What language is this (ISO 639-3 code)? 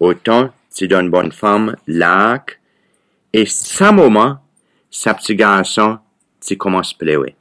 crs